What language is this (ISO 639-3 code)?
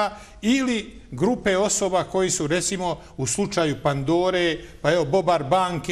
bos